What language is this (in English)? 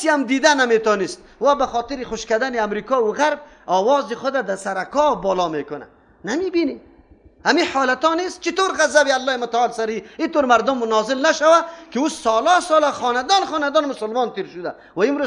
Persian